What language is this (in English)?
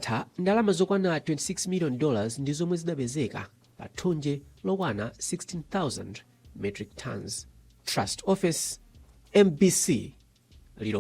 Nyanja